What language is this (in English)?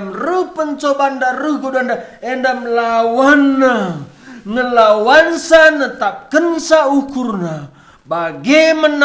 Batak Karo